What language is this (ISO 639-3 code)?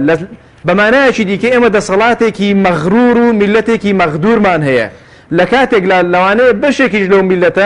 ckb